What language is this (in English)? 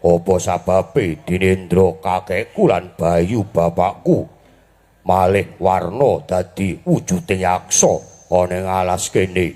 Javanese